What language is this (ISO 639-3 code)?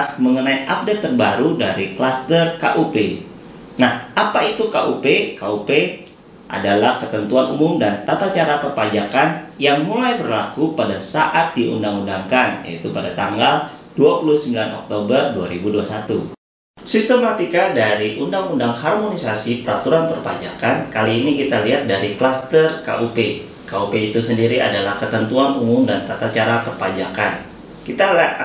ind